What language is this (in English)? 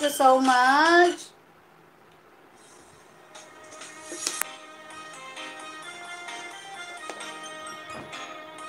Filipino